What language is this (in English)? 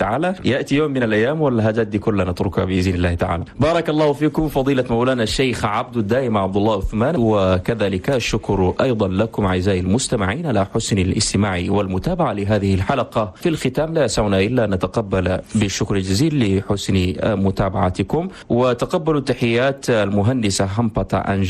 Chadian Arabic